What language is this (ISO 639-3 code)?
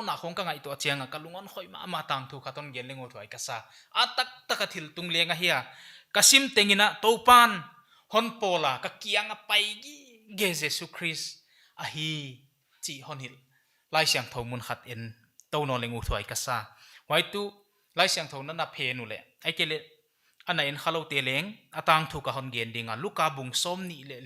pck